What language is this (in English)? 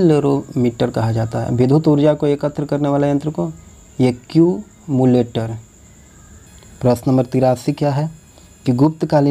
Hindi